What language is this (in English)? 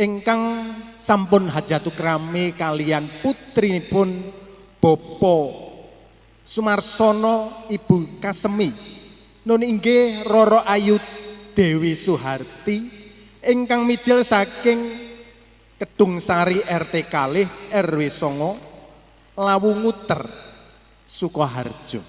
Javanese